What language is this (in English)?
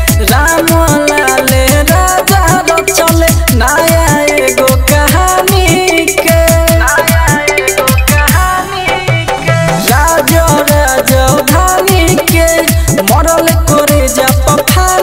Bhojpuri